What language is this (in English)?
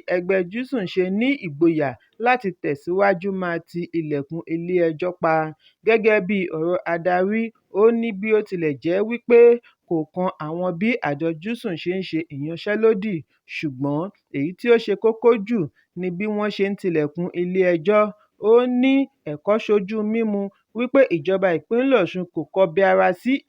Yoruba